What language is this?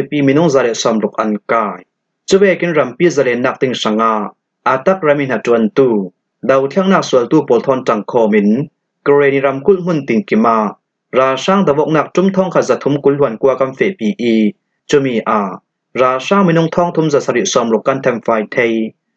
Hakha Chin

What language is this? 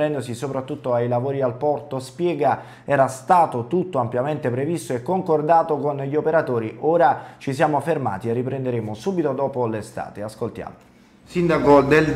Italian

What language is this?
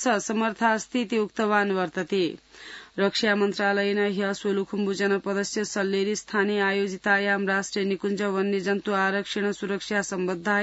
Sanskrit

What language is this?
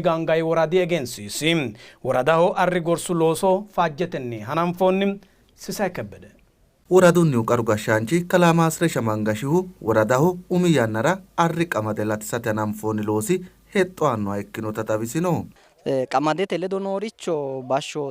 Sidamo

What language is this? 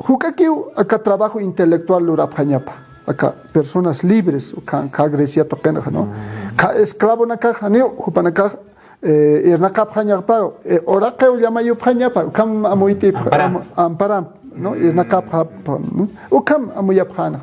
Aymara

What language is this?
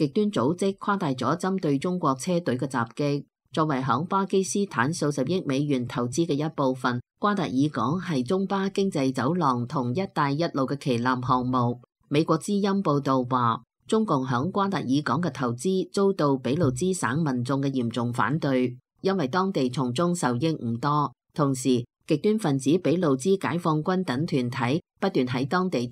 Cantonese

